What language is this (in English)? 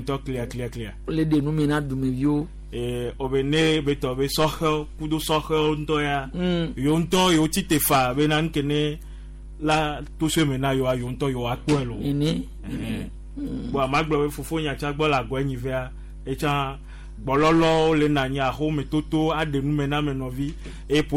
Gen